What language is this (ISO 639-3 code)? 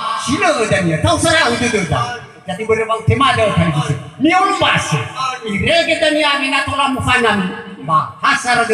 nia